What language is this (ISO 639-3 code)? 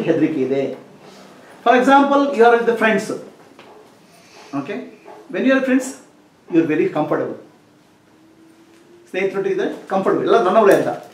kan